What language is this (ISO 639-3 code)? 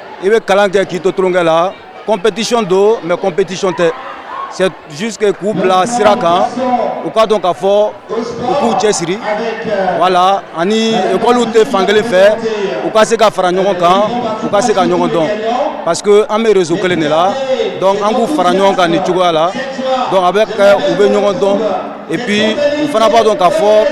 bam